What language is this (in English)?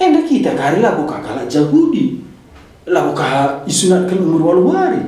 Batak Karo